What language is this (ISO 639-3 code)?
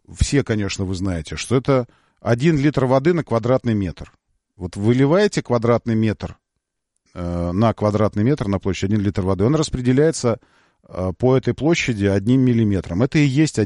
rus